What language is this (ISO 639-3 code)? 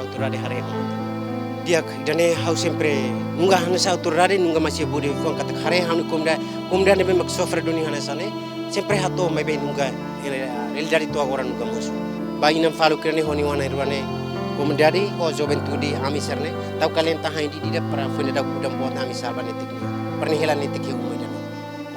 tet